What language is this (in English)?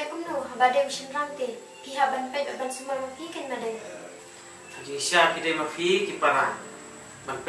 Khasi